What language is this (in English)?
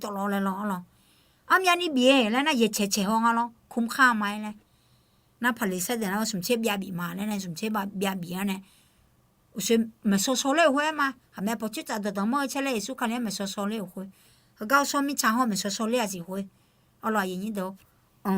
Akha